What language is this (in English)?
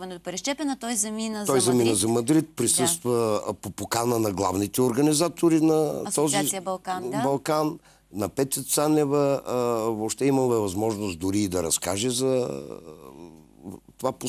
Bulgarian